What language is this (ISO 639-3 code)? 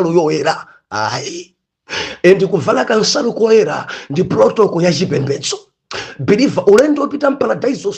nya